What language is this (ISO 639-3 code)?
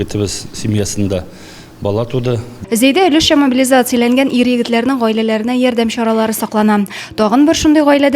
tat